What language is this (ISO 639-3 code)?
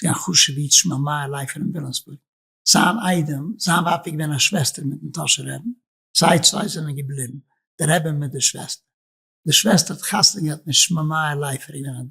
yid